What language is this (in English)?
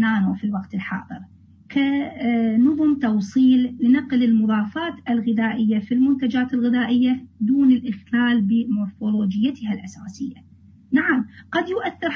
Arabic